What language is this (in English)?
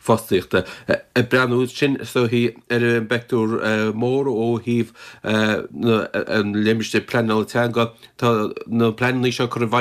Irish